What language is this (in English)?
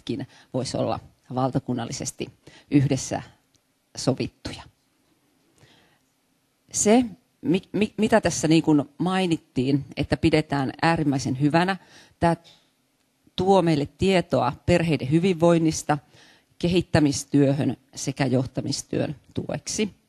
Finnish